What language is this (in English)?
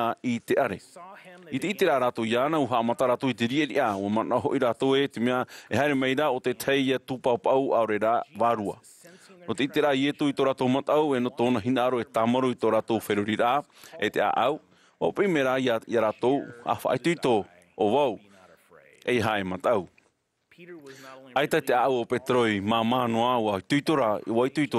Tahitian